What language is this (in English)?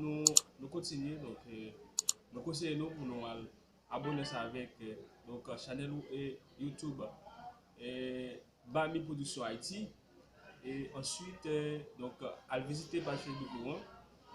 Haitian Creole